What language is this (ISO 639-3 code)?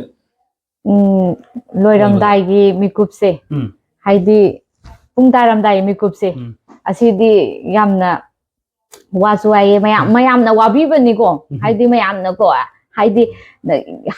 mni